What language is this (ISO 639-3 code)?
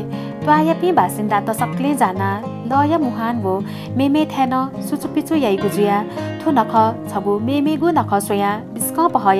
new